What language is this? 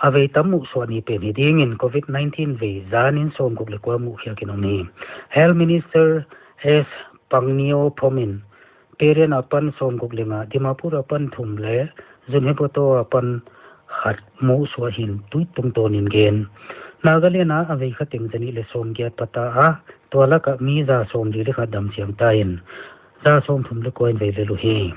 Paite Chin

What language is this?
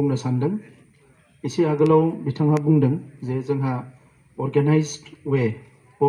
Bodo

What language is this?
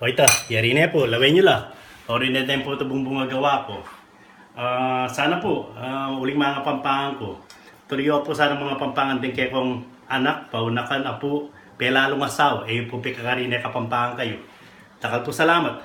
Pampanga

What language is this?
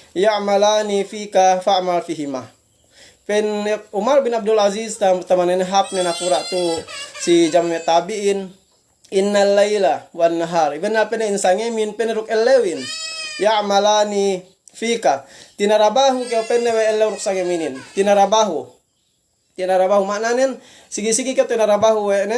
Yakan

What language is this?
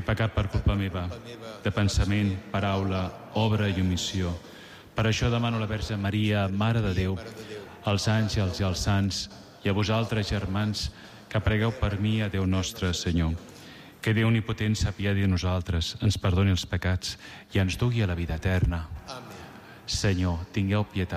Catalan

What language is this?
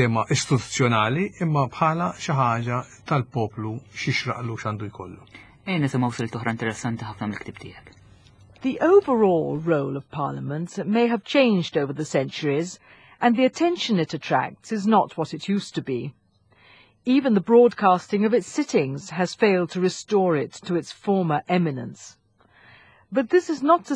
Maltese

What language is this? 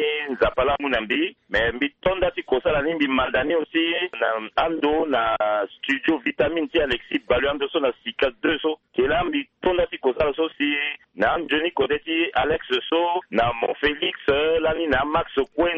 Sango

